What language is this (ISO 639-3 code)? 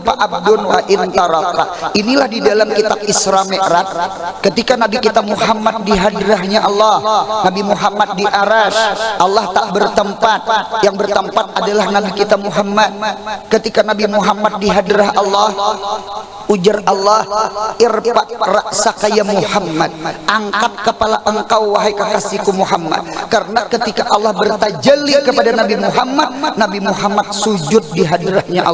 bjn